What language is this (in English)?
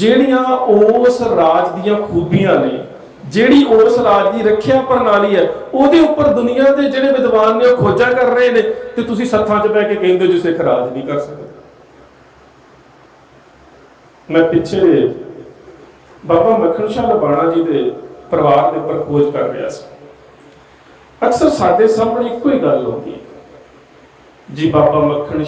Punjabi